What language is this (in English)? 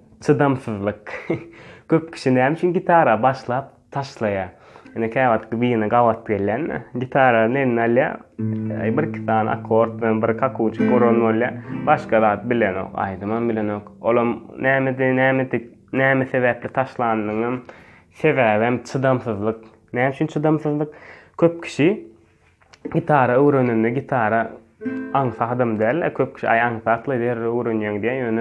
Turkmen